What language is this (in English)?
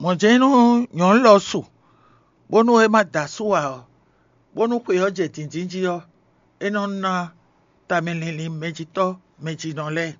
Fon